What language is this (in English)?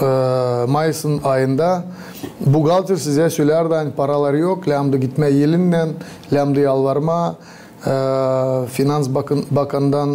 Gagauz